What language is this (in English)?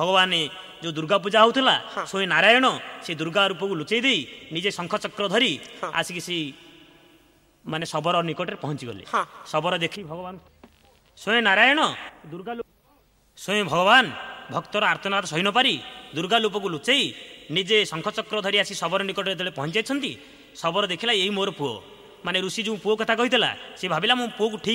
Odia